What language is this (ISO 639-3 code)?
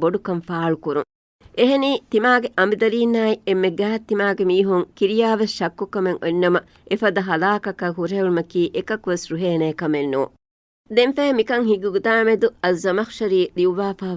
div